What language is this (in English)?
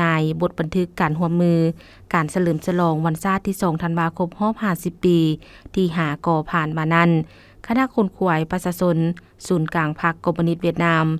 Lao